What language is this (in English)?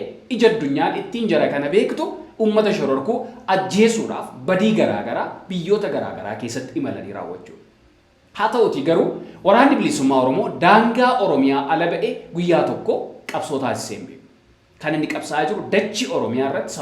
Oromo